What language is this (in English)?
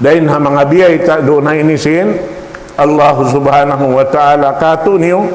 Tausug